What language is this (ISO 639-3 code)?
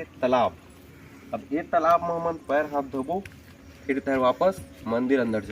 hne